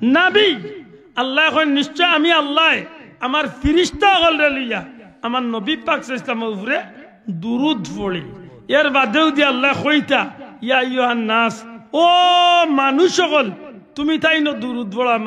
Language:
Sylheti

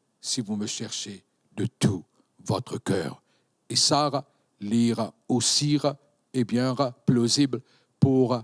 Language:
Morisyen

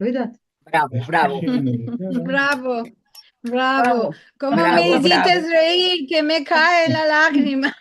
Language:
Ladino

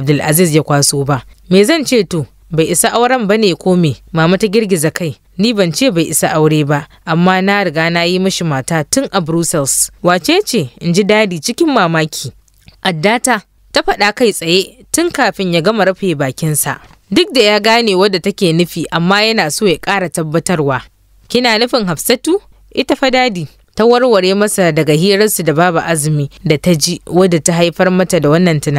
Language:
Hausa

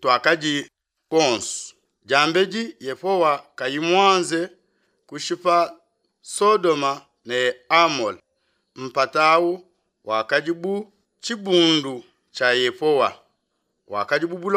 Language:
Luba-Lulua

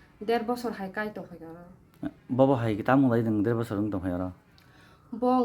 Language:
Kok Borok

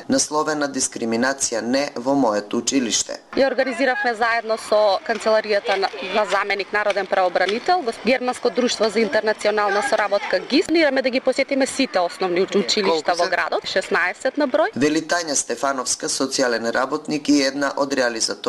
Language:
Macedonian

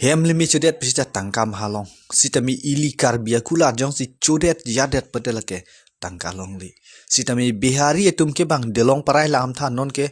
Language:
Karbi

